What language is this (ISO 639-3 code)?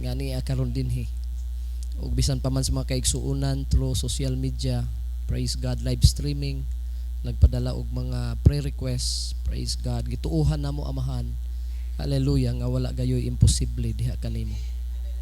ceb